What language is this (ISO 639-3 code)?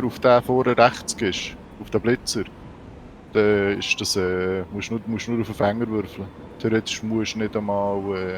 gsw